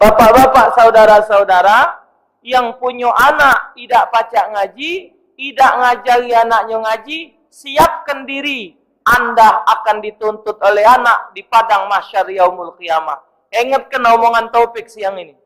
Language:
Musi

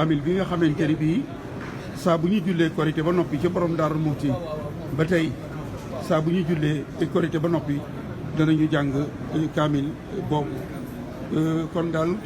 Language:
Wolof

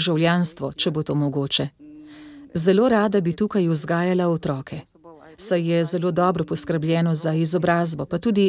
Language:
Slovenian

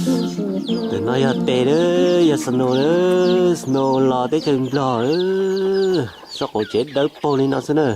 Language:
Hmong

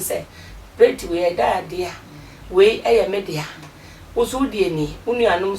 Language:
Akan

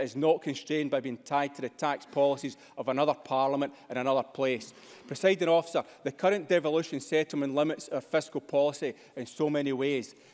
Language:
English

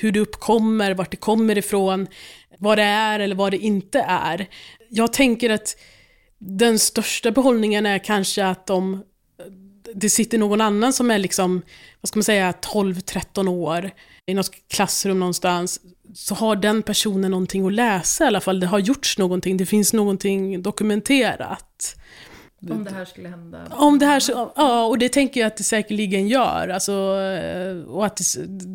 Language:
Swedish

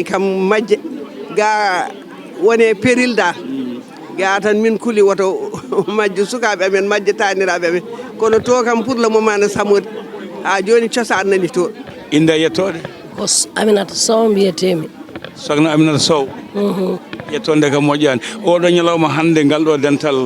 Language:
Fula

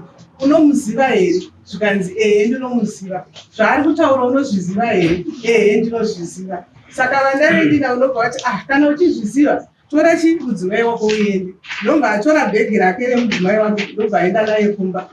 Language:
Shona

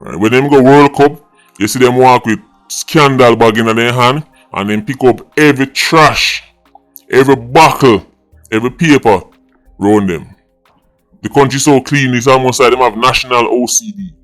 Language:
Jamaican Creole English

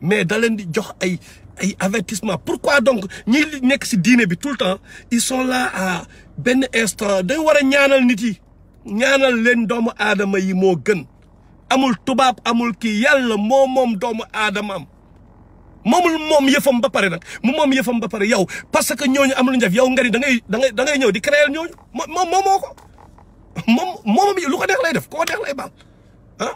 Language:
Wolof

